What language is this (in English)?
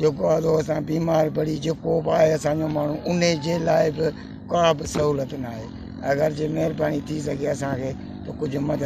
Sindhi